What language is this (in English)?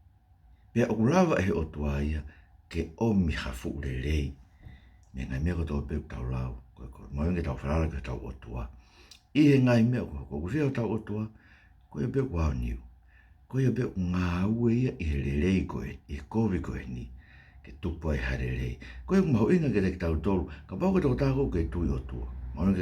Tongan